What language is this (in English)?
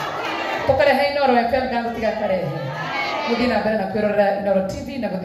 Kikuyu